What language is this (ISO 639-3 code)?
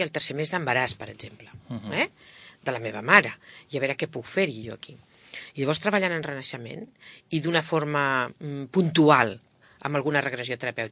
cat